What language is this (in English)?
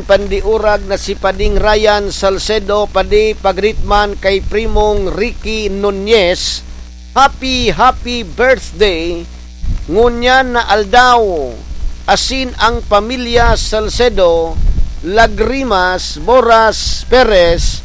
Bikol